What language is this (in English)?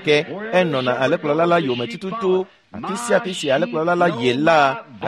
Ewe